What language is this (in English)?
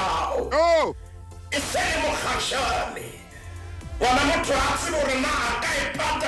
Southern Sotho